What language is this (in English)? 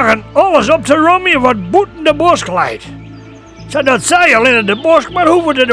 Western Frisian